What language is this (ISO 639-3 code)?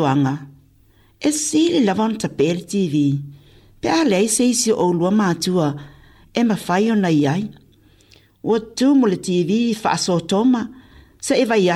smo